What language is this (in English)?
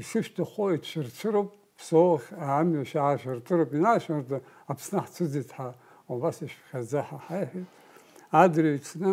Abkhazian